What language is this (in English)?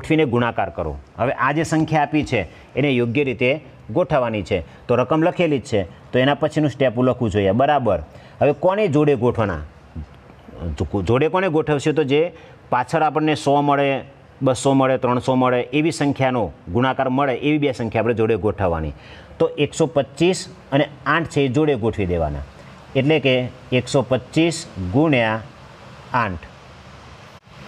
Gujarati